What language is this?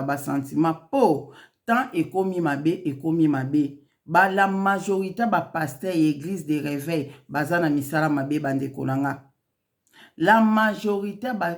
Lingala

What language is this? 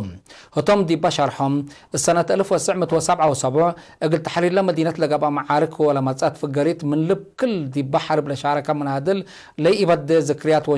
Tigre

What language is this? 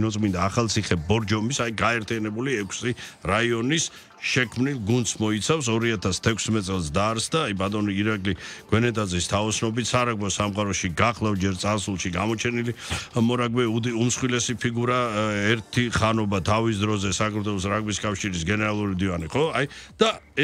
Georgian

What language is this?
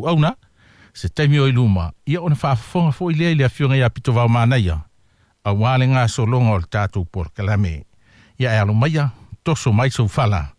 Samoan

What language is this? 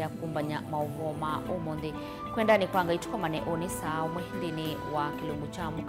Kamba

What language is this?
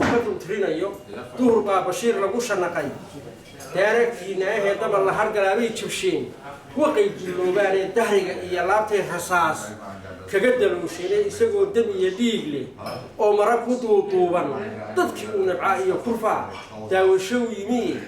Somali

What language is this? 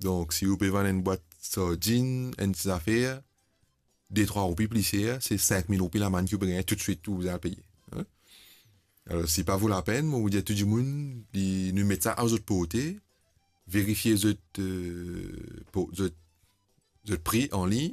Morisyen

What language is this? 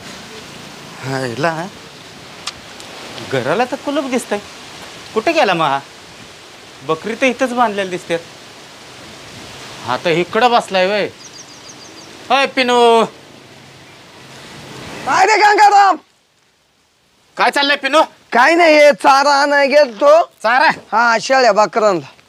Marathi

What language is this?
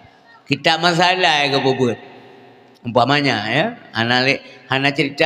Achinese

